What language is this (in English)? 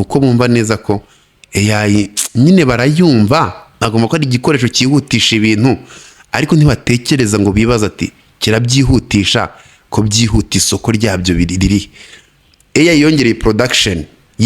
Kinyarwanda